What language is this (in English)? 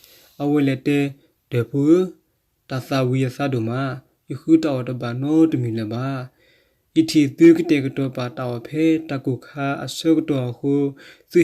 S'gaw Karen